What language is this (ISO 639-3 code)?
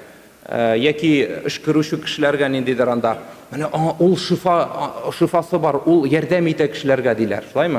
tat